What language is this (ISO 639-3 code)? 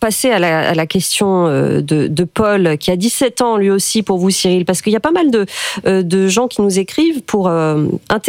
fra